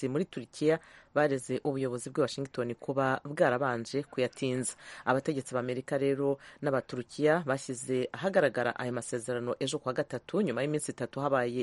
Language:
Kinyarwanda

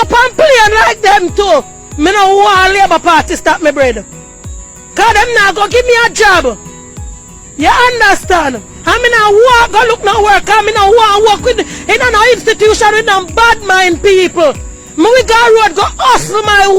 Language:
Jamaican Creole English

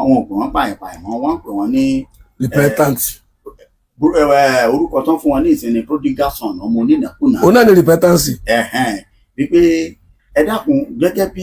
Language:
Yoruba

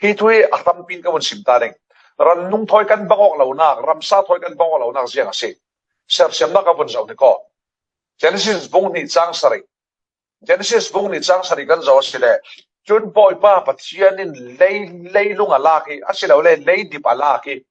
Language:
Falam Chin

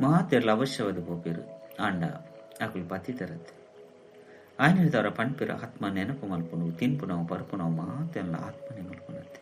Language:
Tulu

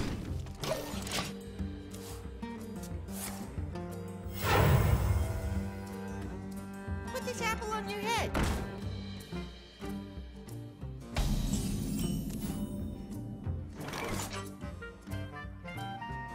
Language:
English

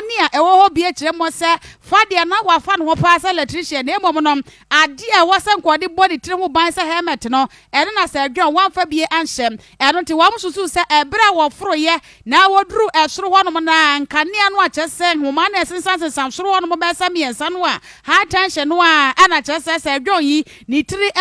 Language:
Akan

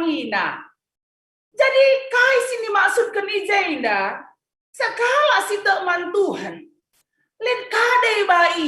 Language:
Batak Karo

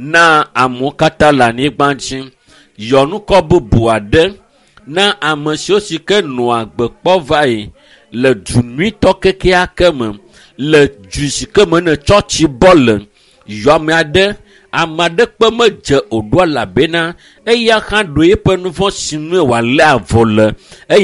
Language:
Ewe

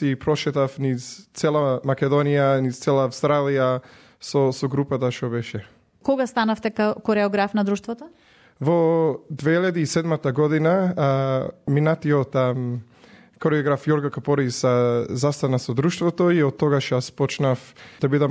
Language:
Macedonian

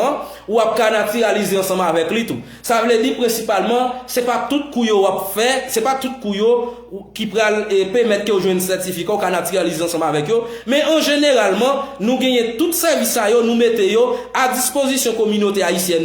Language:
Haitian Creole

